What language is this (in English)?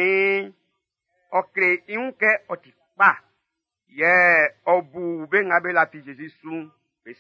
Baoulé